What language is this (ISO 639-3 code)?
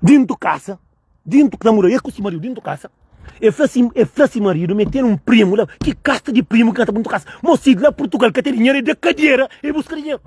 kea